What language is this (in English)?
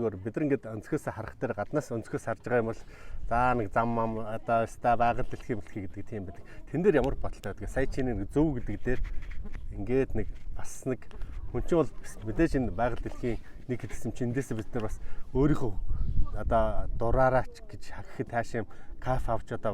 Mongolian